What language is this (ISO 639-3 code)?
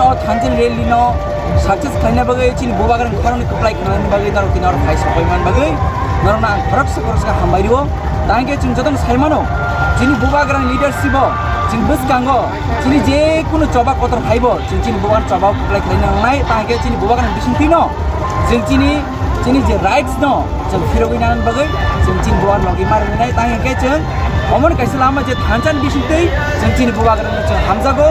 trp